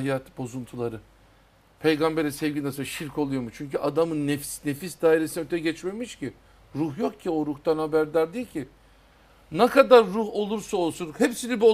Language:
Turkish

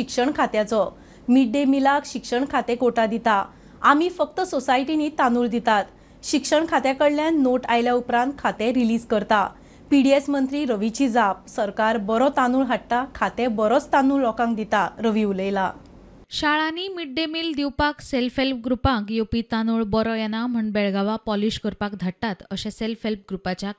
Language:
Konkani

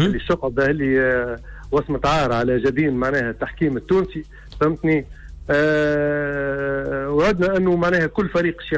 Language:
Tunisian Arabic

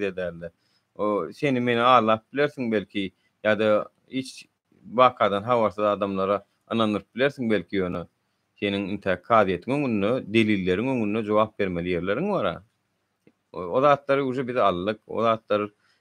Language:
Turkmen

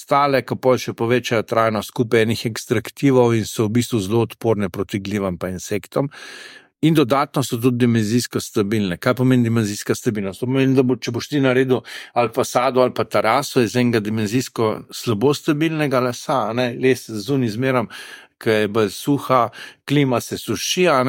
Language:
Slovenian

